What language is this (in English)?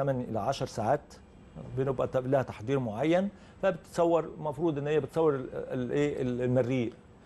Egyptian Arabic